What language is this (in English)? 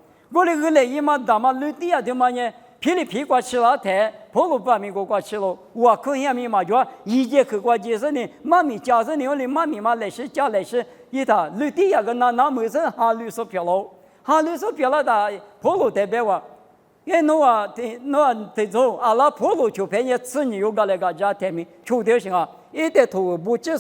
Lisu